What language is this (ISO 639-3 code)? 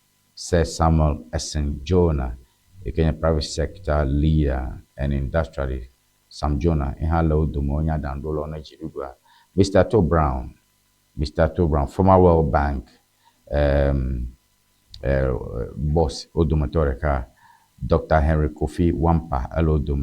ewe